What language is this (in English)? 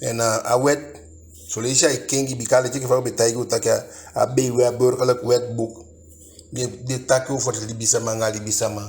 Eastern Maroon Creole